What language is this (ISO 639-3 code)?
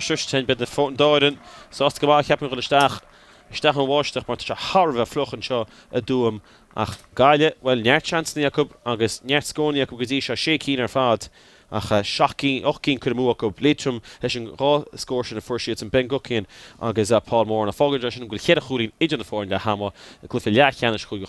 gle